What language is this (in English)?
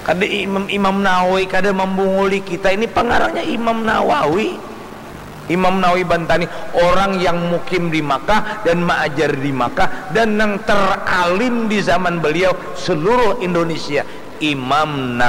Banjar